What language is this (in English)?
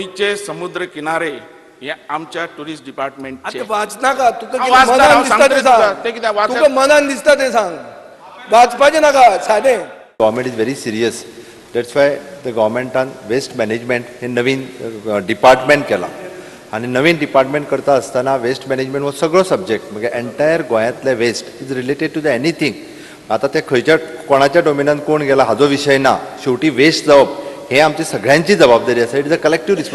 Konkani